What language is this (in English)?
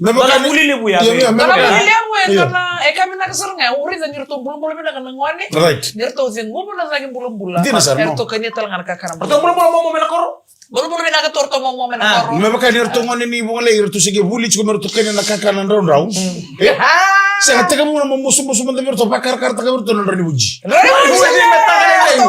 Fijian